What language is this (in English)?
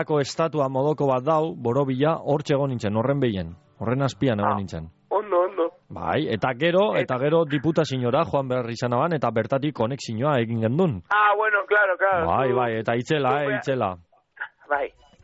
Basque